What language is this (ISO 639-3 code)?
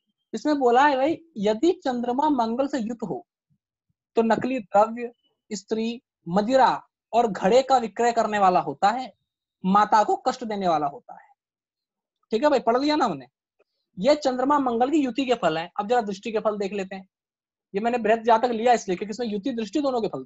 hin